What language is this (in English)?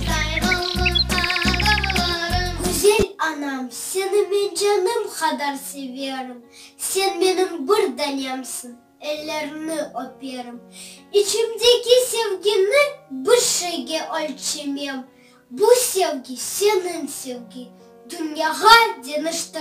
Crimean Tatar